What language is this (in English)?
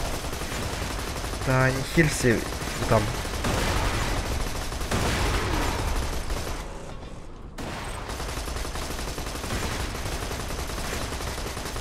Russian